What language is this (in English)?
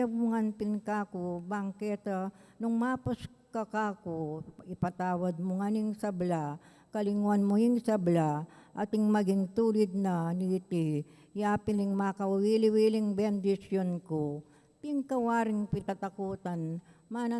Pampanga